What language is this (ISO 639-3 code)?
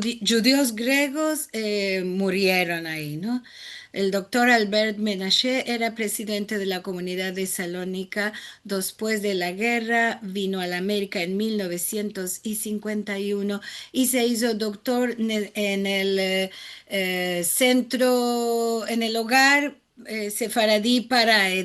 lad